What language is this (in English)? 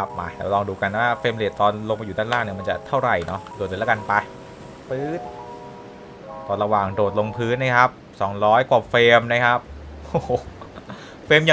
Thai